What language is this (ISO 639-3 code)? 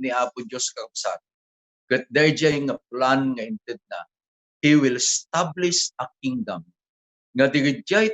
ilo